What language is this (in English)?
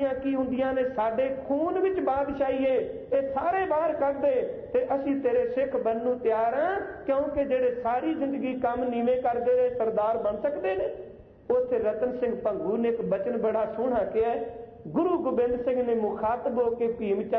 Punjabi